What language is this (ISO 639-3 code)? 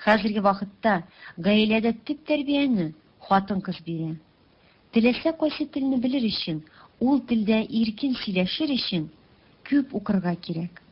tat